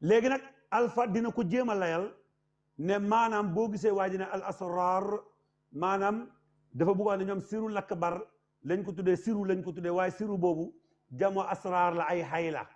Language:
Wolof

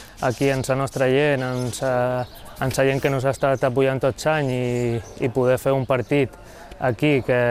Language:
Catalan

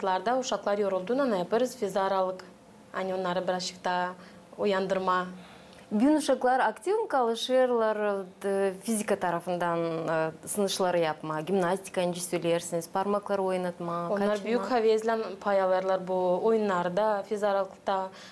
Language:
Gagauz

